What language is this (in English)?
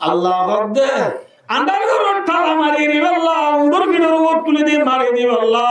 Rohingya